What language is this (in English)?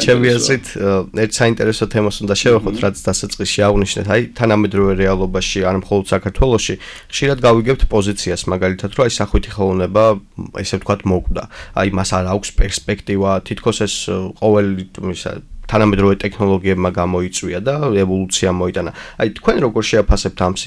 Georgian